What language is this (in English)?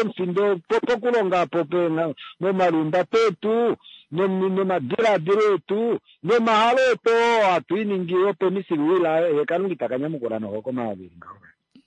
Kuanyama